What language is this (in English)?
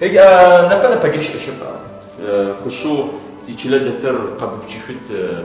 Adyghe